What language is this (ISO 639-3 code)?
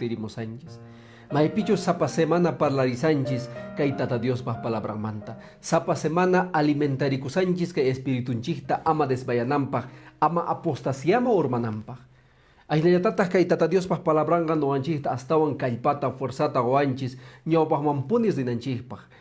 que